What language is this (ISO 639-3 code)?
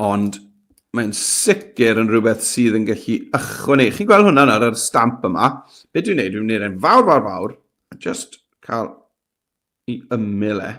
cym